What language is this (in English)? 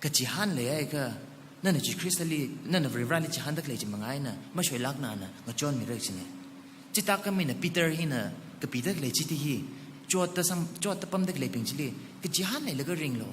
Tangkhul Naga (India)